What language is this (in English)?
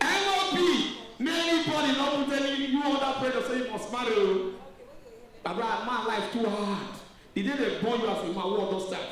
Nigerian Pidgin